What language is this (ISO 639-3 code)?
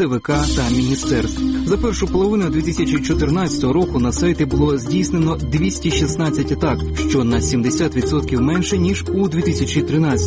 ukr